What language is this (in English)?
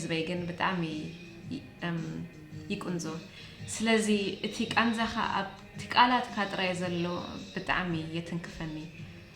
Tigrinya